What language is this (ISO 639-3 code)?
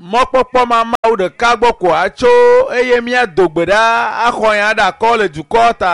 ewe